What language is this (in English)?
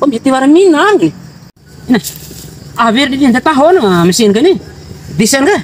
Bima